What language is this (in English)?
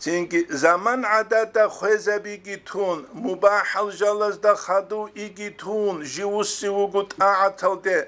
Avaric